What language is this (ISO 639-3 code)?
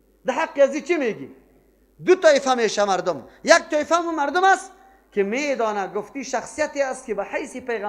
fas